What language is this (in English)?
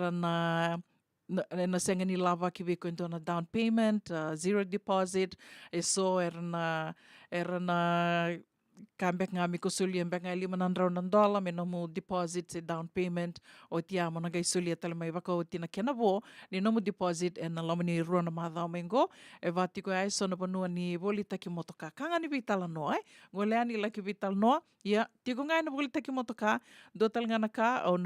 Fijian